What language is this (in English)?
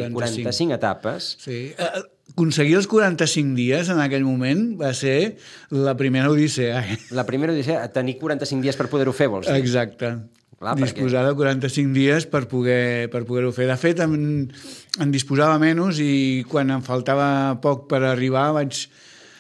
Catalan